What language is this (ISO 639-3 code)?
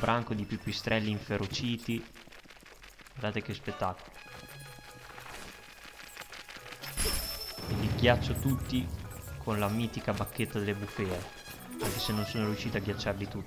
ita